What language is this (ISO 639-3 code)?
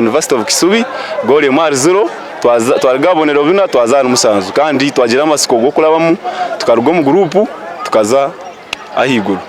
nyn